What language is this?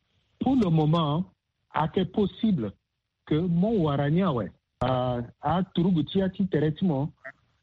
Sango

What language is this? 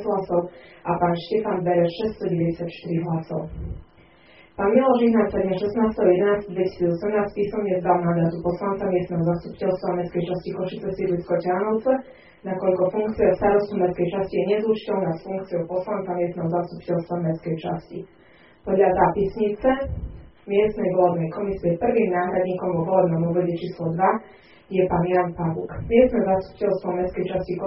Slovak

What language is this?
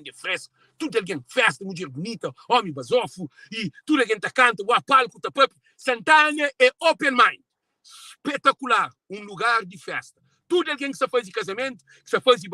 Kabuverdianu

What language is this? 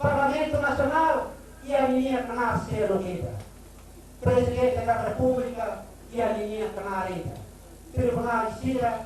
Tetum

